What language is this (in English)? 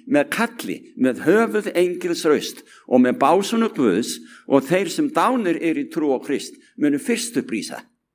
Icelandic